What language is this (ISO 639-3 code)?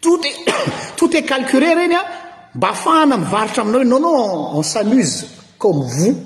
mlg